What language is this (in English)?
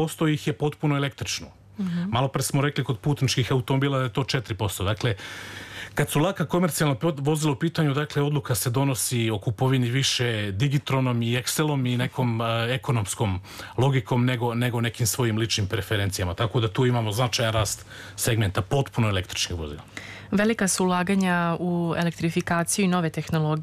Serbian